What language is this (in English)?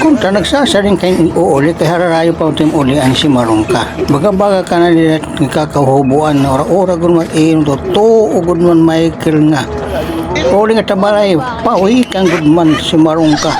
Waray